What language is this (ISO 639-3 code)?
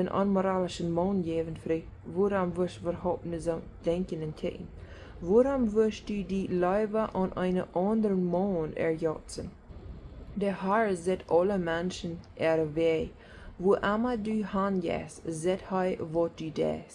pdt